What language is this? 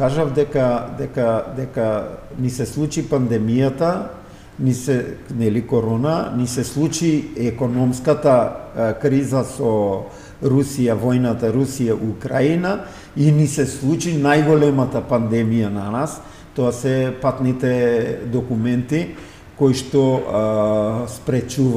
Macedonian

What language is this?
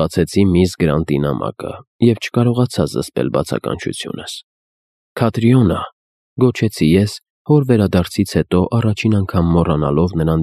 Armenian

